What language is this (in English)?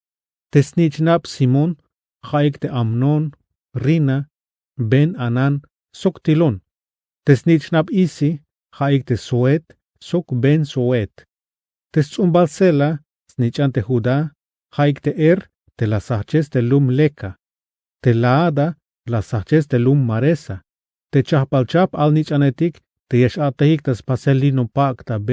Tzeltal